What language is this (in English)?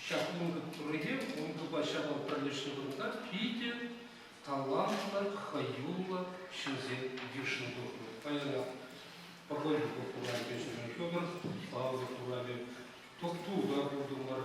Chuvash